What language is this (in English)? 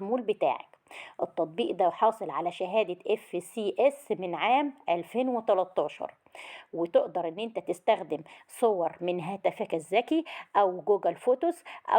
Egyptian Arabic